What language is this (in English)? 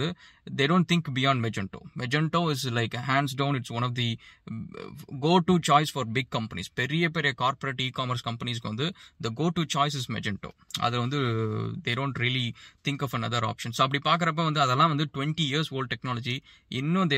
Tamil